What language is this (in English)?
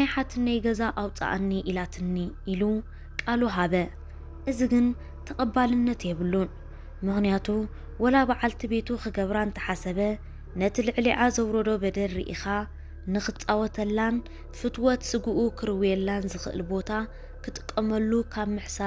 Tigrinya